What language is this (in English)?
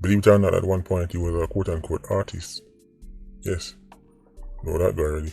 Jamaican Creole English